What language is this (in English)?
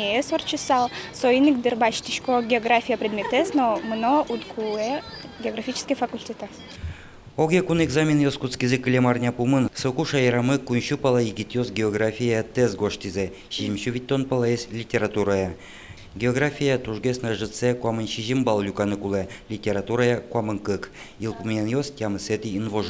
Udmurt